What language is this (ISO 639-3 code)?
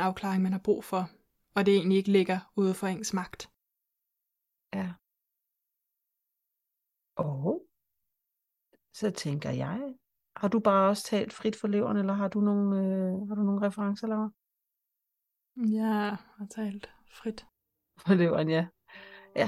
dan